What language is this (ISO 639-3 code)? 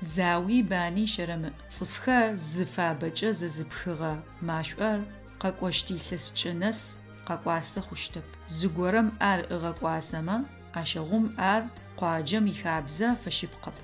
ady